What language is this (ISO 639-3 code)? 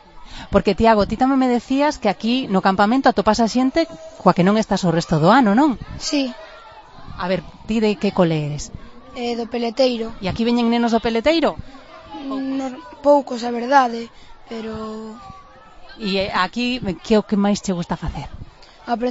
glg